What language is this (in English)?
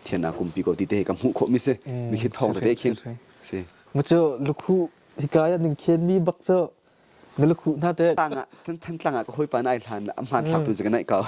Hakha Chin